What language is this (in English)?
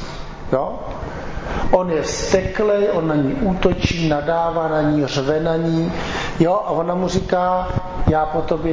Czech